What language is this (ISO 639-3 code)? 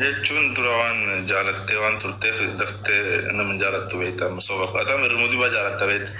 orm